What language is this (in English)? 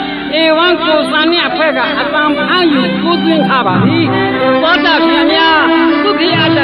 Burmese